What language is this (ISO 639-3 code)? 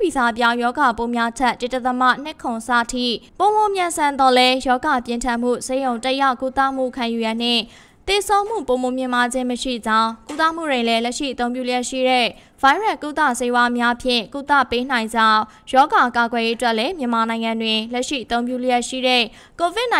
mya